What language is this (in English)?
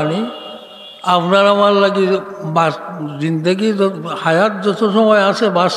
Sylheti